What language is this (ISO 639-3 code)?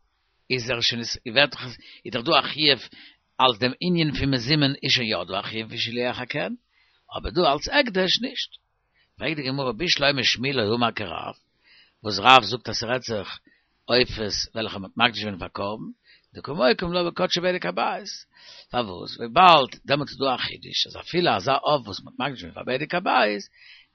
yid